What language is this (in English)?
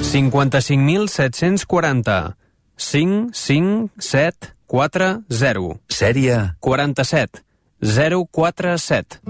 Catalan